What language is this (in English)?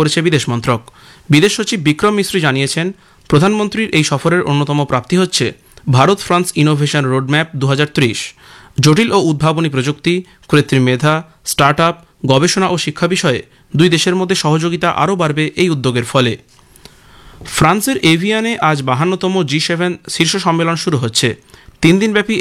Bangla